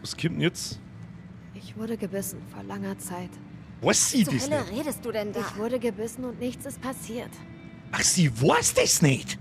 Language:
Bavarian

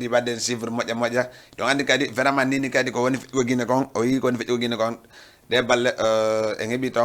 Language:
Fula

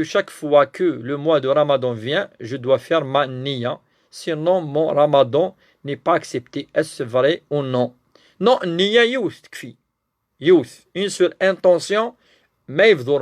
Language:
Kabyle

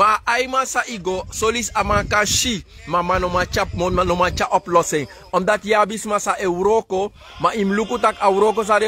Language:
Sranan Tongo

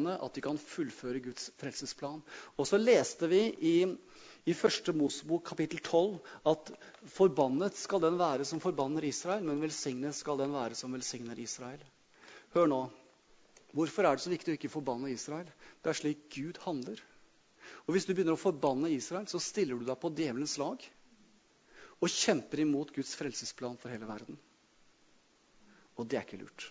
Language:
Norwegian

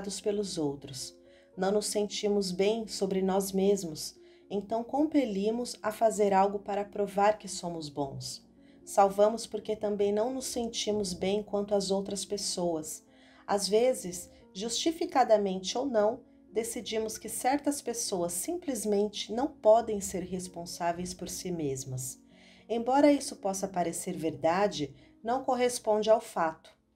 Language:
Portuguese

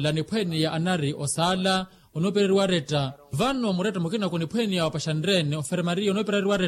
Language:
Makhuwa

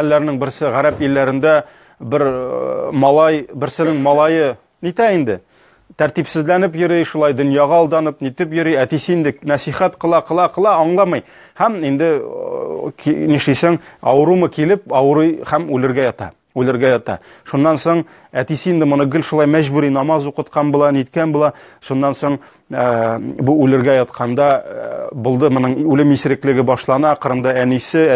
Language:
Tatar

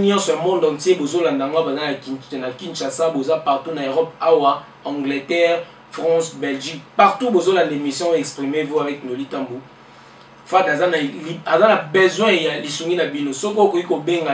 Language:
Lingala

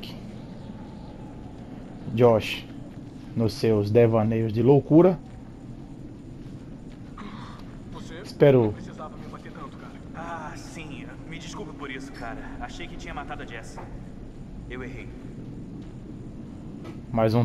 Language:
Portuguese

